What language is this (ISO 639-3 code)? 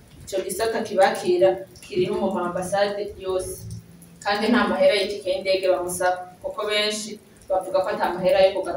run